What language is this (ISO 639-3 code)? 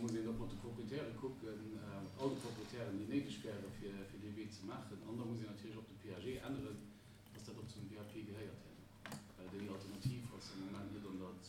ltz